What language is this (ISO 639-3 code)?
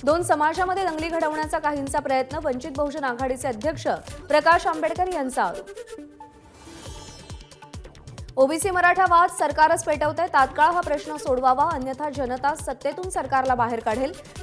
mar